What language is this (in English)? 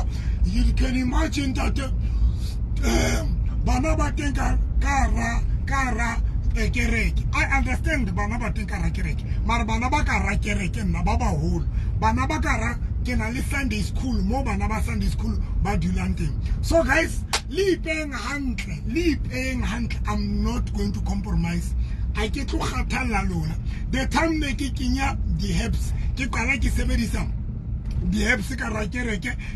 Tswana